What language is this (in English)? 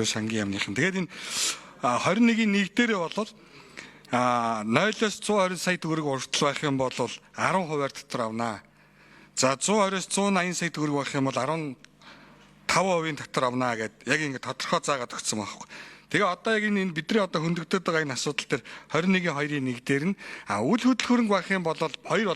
Mongolian